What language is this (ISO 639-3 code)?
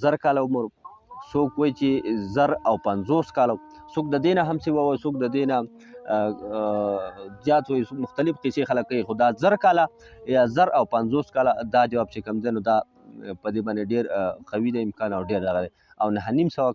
pus